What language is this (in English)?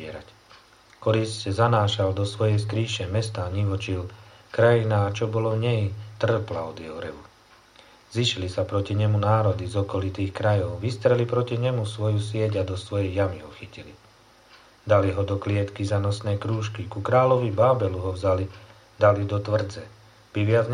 Slovak